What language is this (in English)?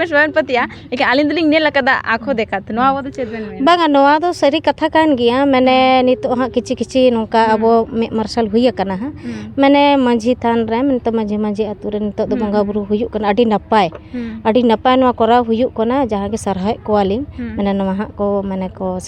Santali